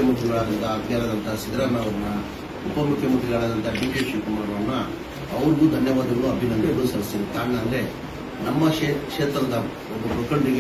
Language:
Kannada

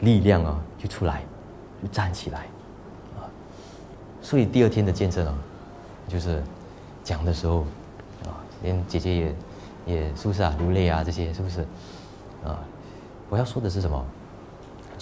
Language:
Chinese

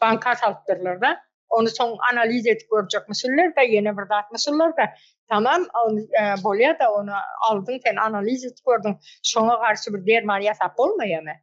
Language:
Turkmen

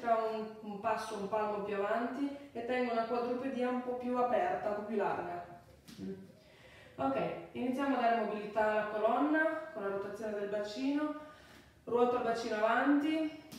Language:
Italian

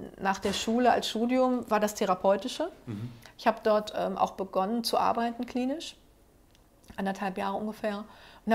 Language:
German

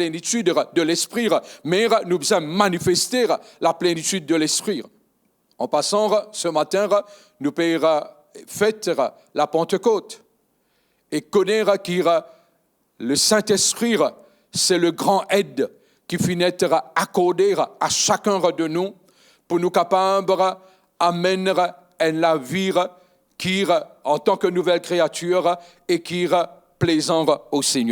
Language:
Morisyen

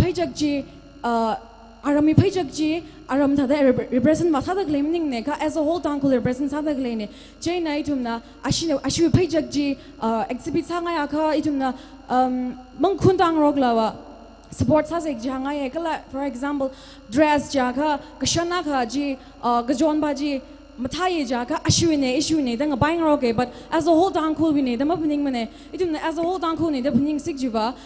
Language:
Tangkhul Naga (India)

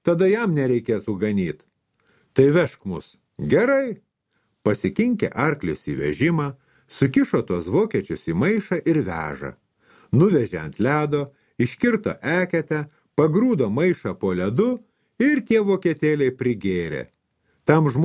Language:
Lithuanian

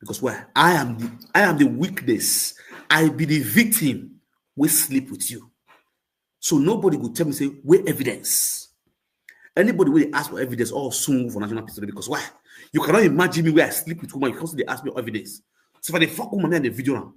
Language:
Nigerian Pidgin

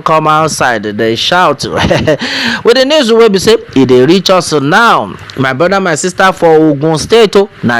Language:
Nigerian Pidgin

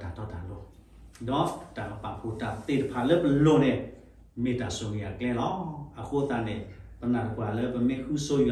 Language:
S'gaw Karen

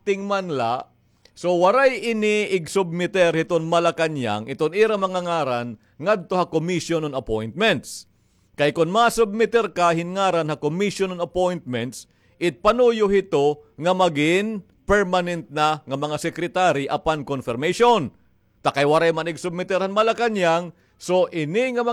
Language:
Waray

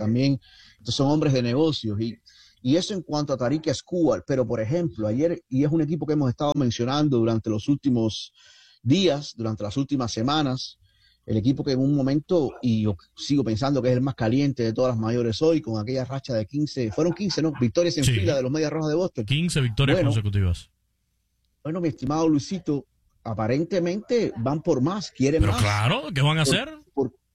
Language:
Spanish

